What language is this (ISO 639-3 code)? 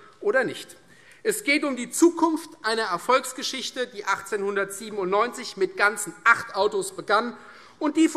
deu